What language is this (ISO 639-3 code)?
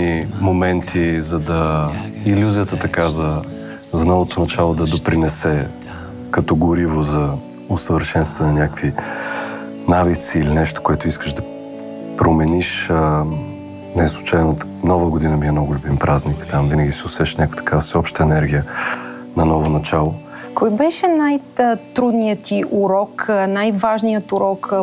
bul